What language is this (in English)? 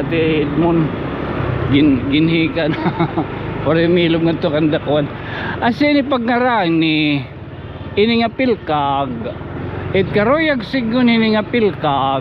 Waray